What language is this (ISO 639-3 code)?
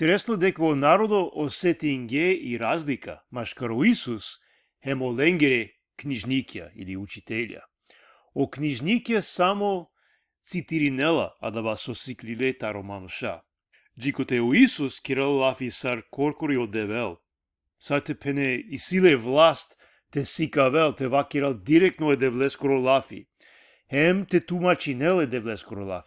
rmn